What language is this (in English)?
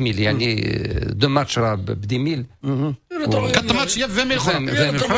Moroccan Arabic